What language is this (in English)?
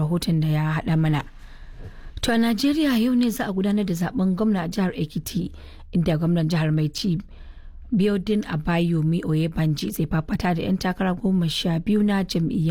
Hausa